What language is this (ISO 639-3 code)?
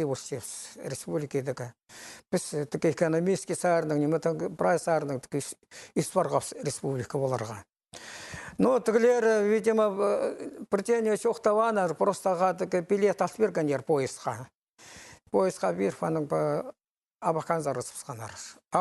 kjh